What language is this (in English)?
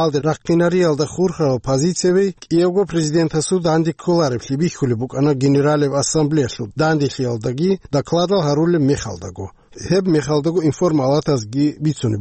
Avaric